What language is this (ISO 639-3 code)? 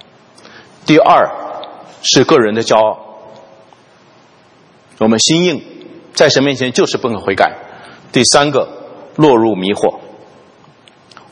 zho